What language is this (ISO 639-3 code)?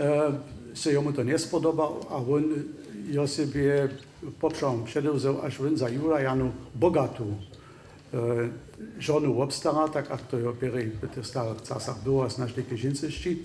hsb